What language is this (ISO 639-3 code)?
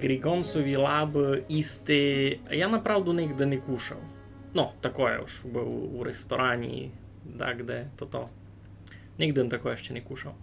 rue